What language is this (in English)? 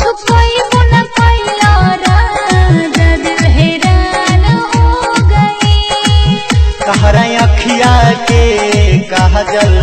Bhojpuri